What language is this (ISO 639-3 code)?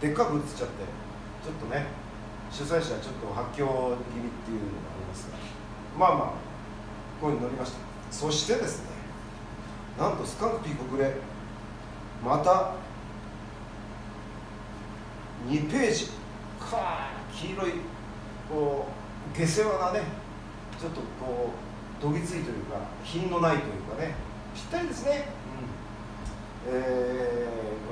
jpn